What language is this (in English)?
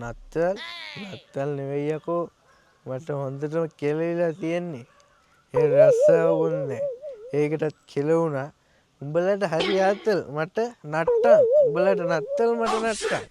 Sinhala